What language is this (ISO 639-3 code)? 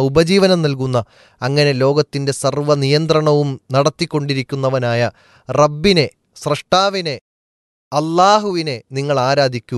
mal